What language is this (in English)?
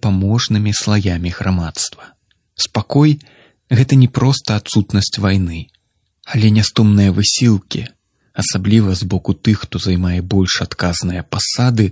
Belarusian